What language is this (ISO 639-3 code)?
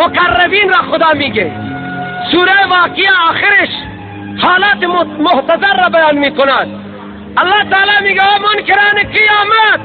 fas